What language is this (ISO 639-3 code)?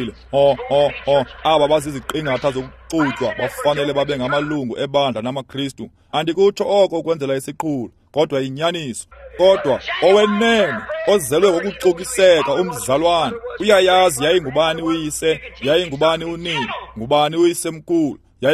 xho